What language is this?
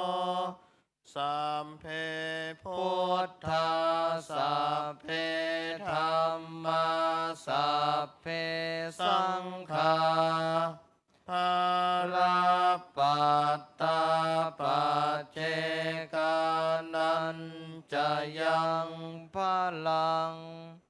Pali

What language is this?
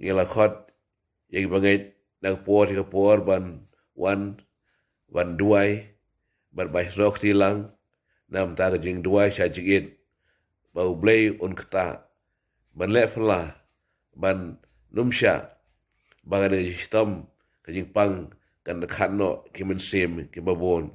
Khasi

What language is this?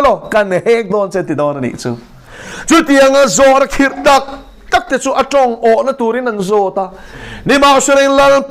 Mizo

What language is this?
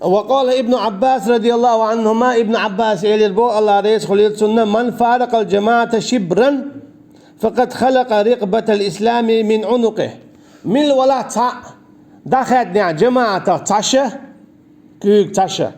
Chechen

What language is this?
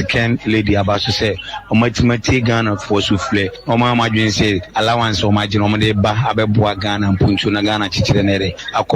Akan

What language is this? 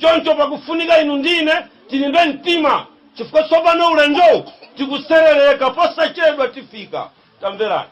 Nyanja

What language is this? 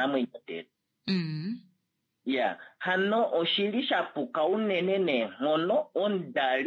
Kuanyama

